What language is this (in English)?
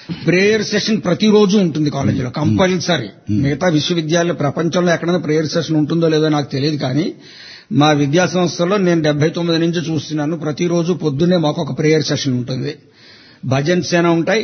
Telugu